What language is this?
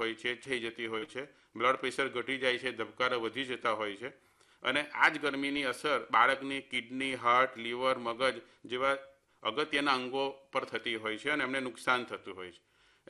Gujarati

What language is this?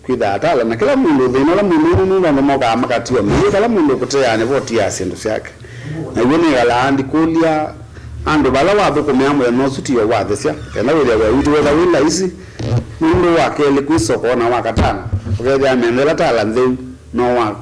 Kamba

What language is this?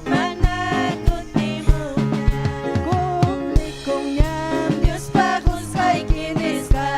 Ayacucho Quechua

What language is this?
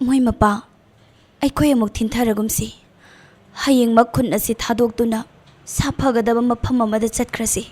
Manipuri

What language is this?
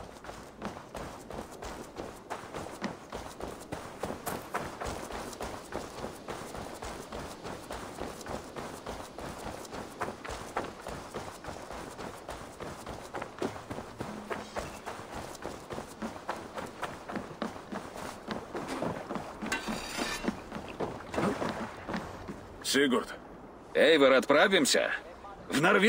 Russian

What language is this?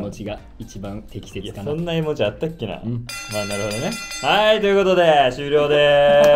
Japanese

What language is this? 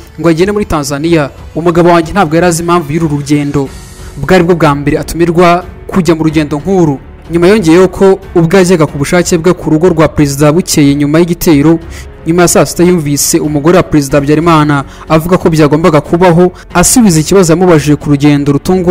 Kinyarwanda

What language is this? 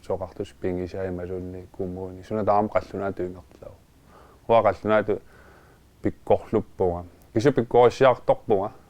Kalaallisut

